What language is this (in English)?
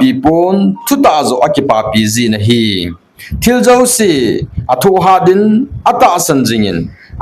Thado Chin